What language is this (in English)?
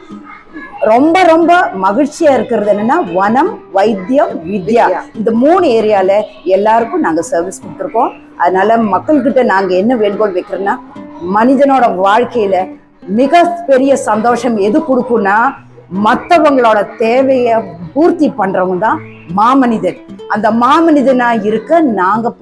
Tamil